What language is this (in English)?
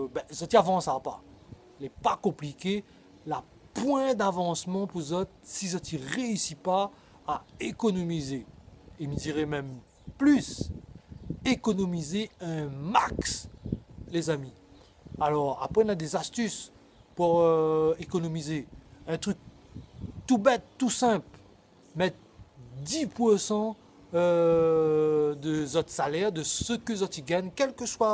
Réunion Creole French